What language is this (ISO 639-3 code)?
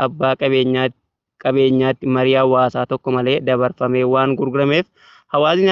orm